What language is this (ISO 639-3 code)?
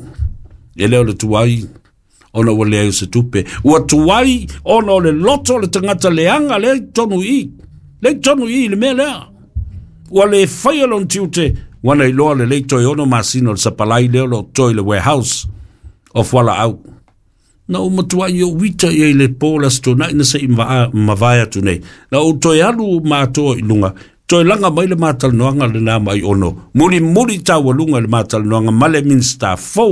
smo